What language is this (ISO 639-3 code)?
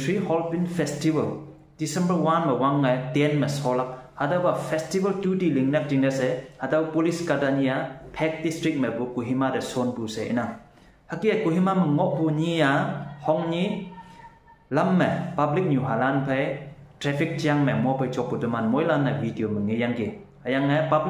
nbe